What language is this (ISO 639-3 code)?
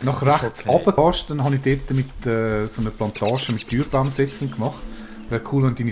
gsw